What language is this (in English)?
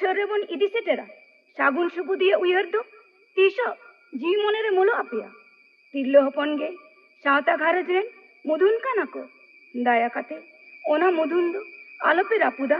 Santali